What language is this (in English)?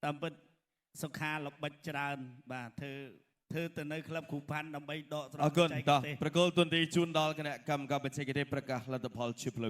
Khmer